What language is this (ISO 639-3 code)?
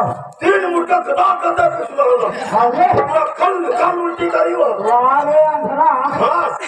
hne